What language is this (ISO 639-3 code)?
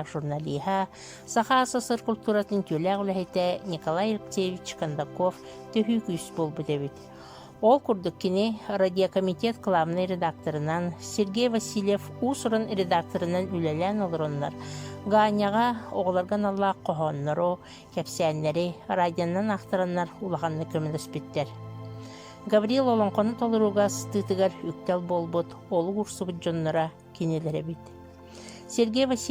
sah